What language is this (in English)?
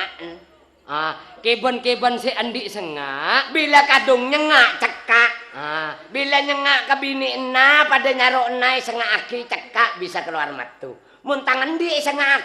Madurese